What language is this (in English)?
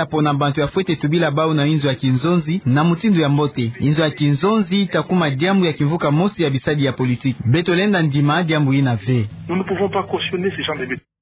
Kituba (Democratic Republic of Congo)